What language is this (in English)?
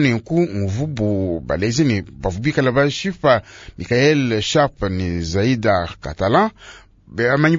Luba-Lulua